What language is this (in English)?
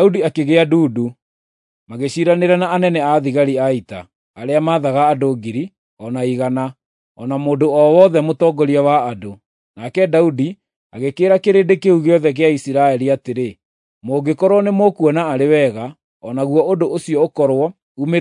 Kikuyu